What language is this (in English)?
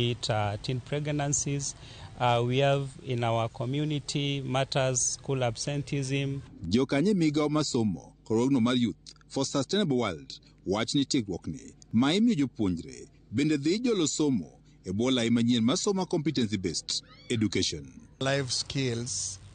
Luo (Kenya and Tanzania)